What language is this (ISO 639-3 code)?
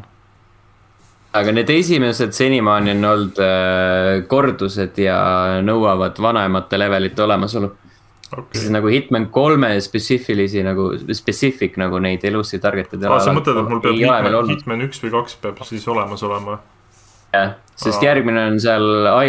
est